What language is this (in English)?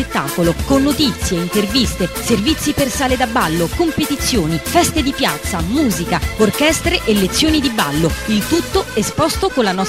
Italian